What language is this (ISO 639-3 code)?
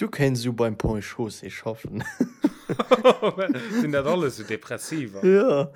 ltz